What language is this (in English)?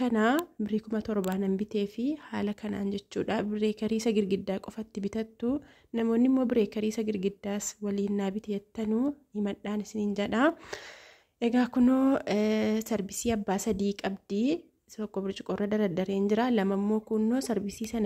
Oromo